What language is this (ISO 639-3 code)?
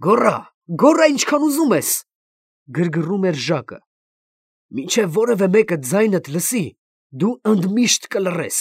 hye